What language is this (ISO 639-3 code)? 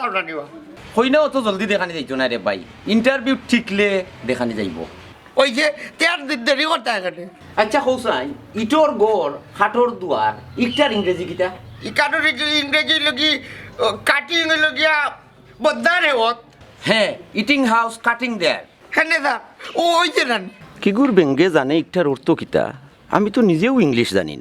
syl